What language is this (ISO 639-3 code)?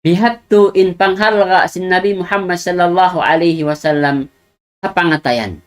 tsg